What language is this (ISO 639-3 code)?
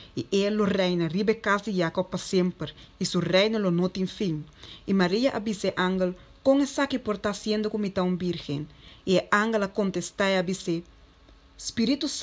pap